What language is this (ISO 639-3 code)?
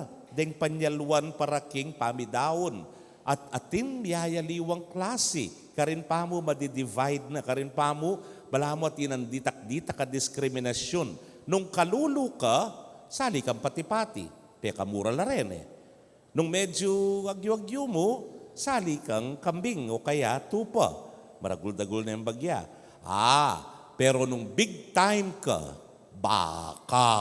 pam